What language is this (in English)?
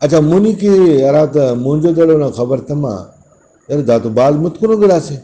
Brahui